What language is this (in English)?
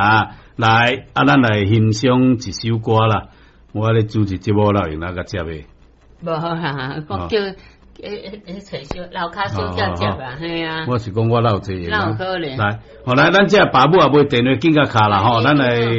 Min Nan Chinese